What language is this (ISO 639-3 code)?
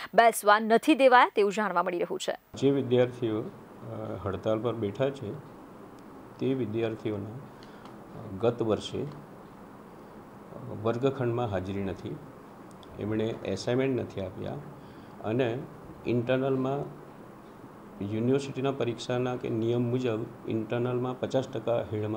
guj